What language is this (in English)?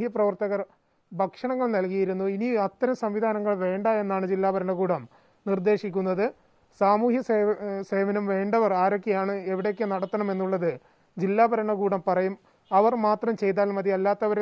Malayalam